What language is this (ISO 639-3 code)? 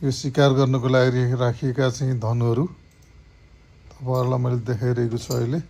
nep